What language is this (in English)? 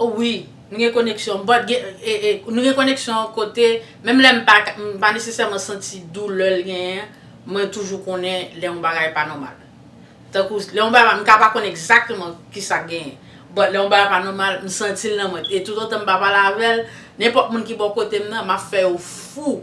Haitian Creole